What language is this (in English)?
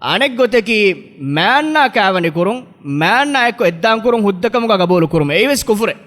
Divehi